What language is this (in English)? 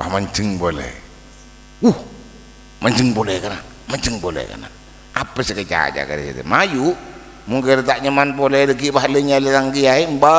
Madurese